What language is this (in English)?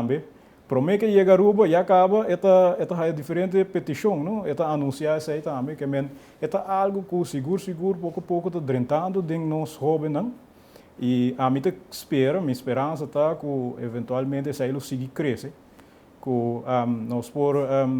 Papiamento